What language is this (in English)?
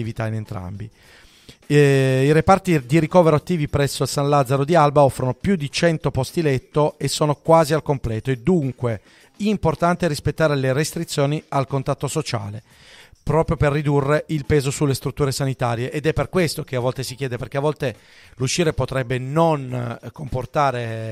Italian